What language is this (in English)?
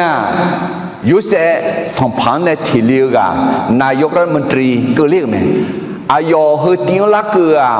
Akha